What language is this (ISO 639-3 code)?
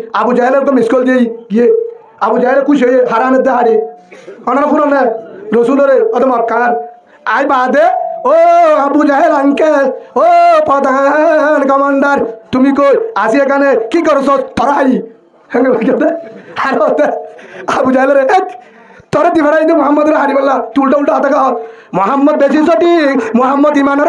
rhg